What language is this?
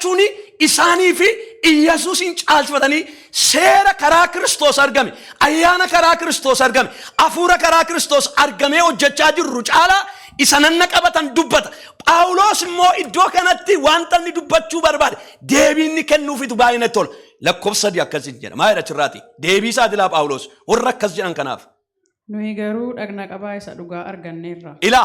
Oromo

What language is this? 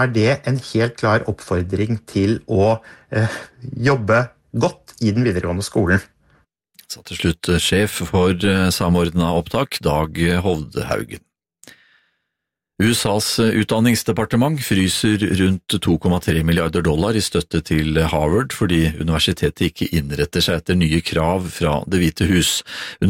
Norwegian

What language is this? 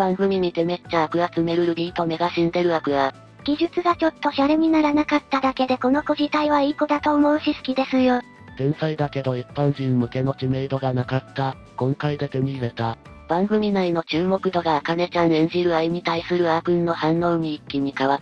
Japanese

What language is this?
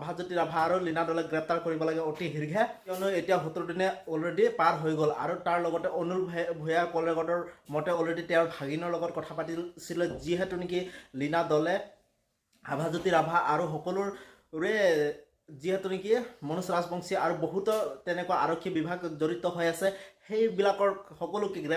Assamese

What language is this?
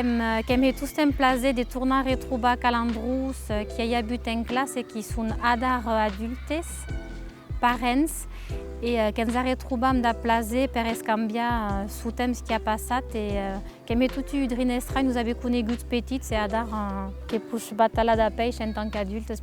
Occitan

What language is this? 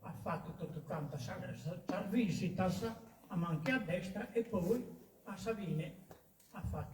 Sardinian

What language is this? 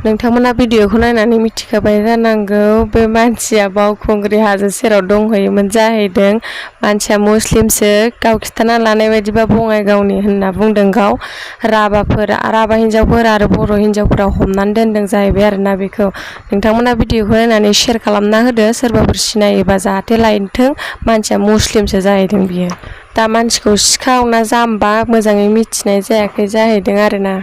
Bodo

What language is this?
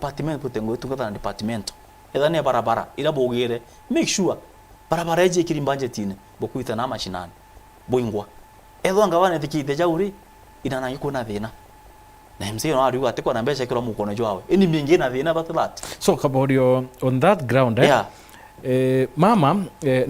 Meru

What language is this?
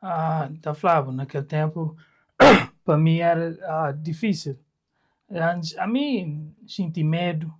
Kabuverdianu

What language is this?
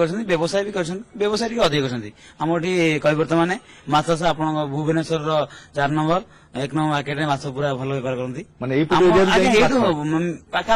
Odia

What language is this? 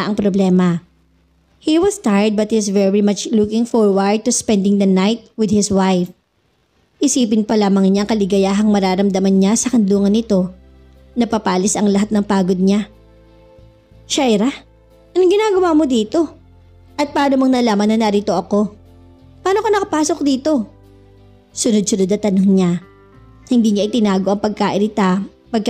Filipino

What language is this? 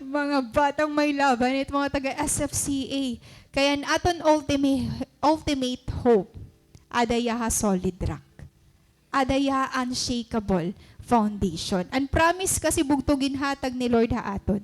Waray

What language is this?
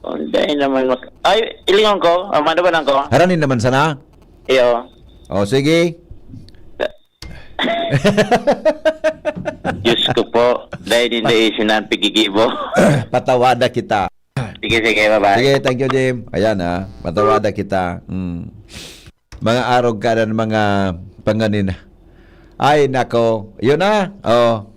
Bikol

